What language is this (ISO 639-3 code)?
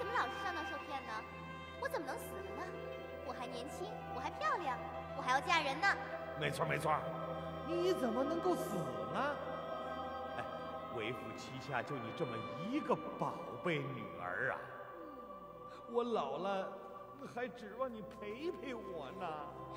zho